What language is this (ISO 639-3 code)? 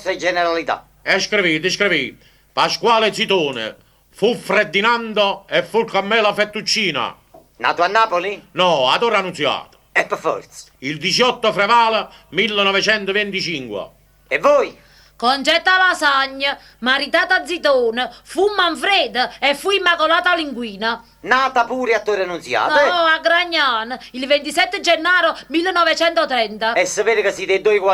nap